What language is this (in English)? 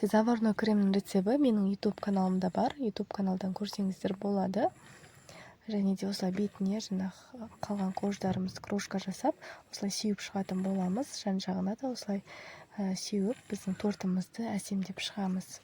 Kazakh